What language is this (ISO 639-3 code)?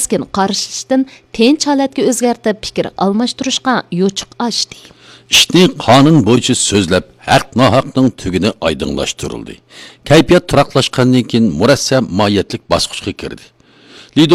uig